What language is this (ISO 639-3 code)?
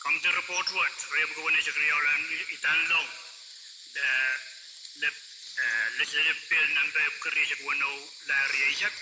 pon